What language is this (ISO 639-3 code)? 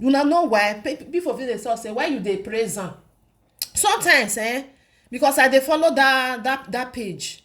pcm